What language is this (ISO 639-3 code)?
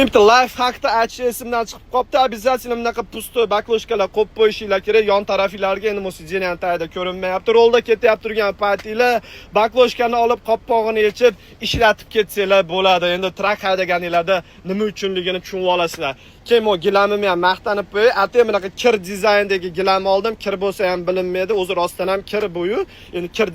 uzb